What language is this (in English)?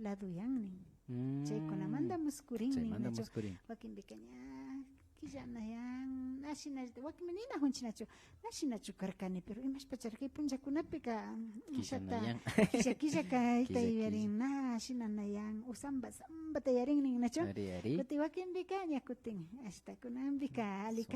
Imbabura Highland Quichua